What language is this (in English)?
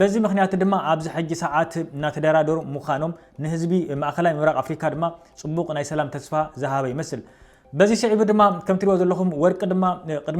Tigrinya